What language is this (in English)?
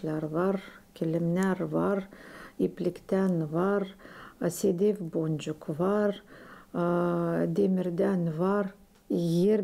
Gagauz